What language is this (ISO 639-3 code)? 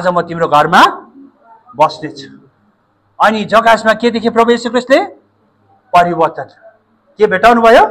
nep